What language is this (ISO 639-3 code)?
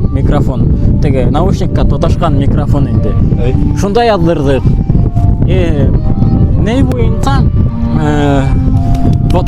bak